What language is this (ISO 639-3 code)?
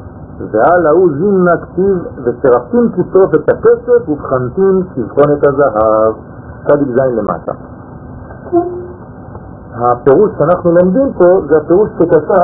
heb